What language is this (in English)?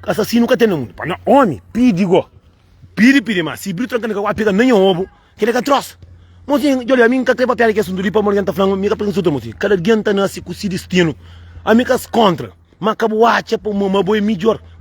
Kabuverdianu